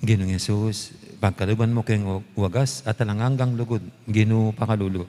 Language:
Pampanga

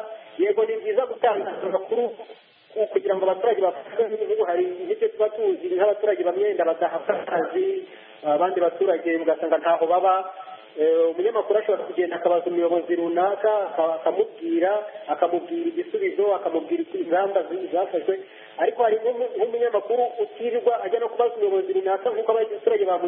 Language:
Kinyarwanda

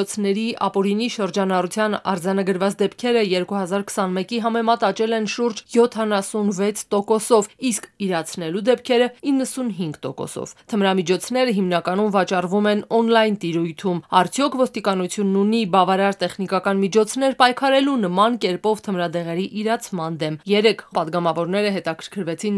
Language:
Armenian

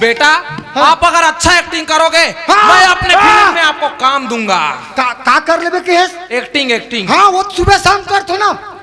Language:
Chhattisgarhi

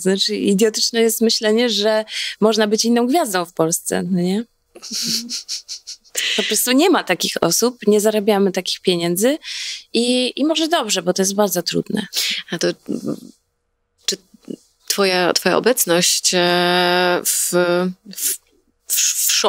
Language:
Polish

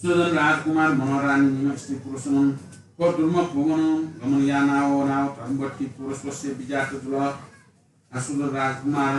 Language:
Newari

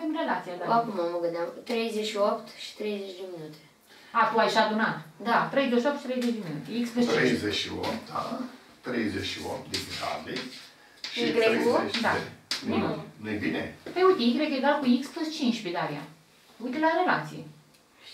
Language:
Romanian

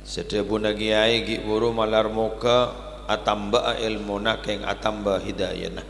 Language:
Madurese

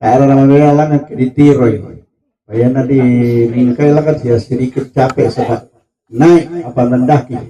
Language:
Toraja-Sa'dan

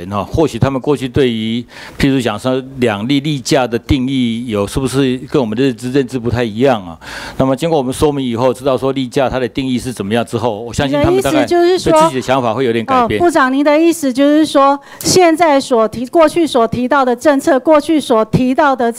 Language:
Chinese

